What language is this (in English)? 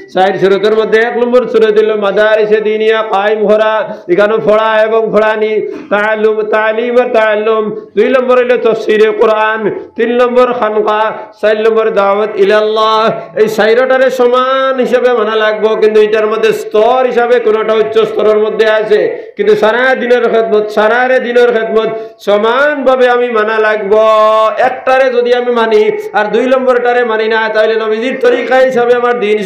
Sylheti